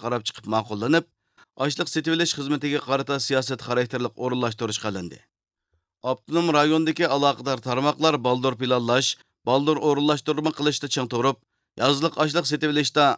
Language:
Uyghur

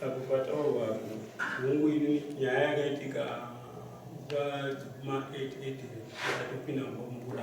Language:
Shona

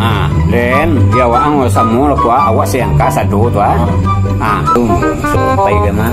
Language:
Minangkabau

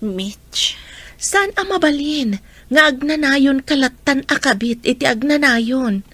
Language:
Iloko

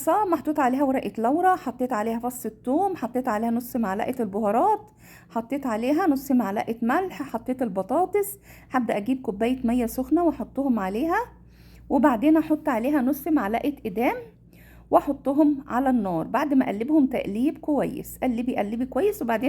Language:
Egyptian Arabic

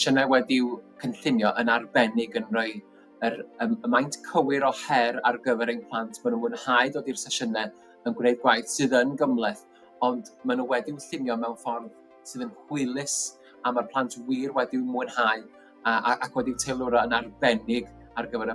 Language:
Welsh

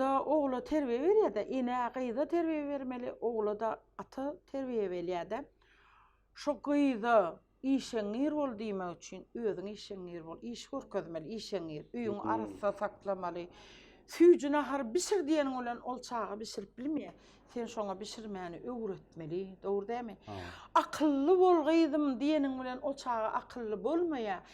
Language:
Turkmen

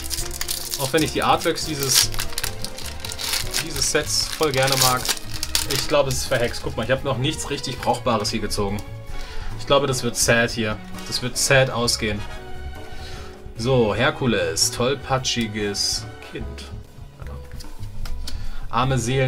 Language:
German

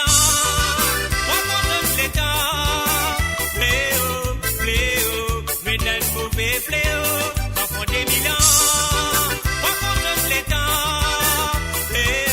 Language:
Morisyen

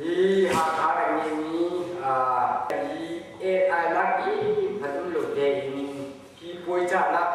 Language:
Hakha Chin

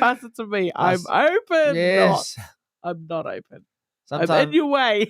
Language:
Māori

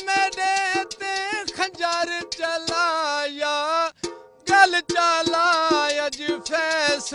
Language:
Saraiki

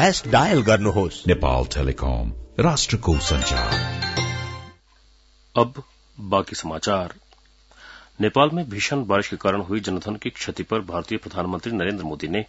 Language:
Hindi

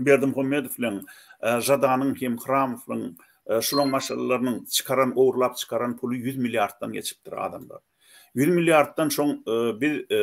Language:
Turkmen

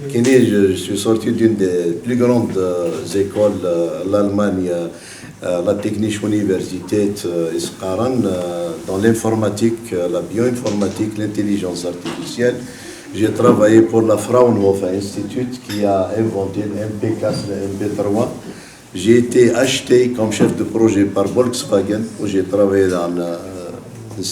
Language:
Kabyle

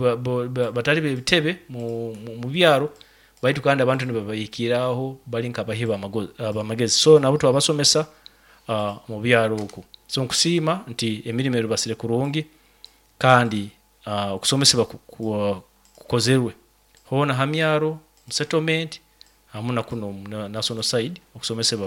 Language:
Nyoro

